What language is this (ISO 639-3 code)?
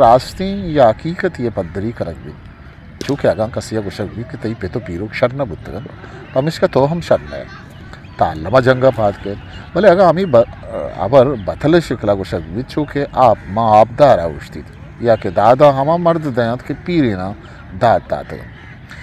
bgp